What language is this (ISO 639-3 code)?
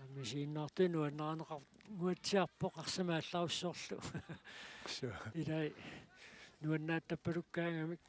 kal